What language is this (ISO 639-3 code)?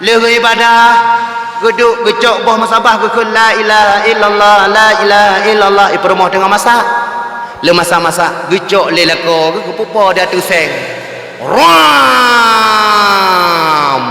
ace